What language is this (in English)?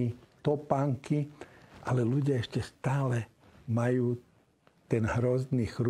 Slovak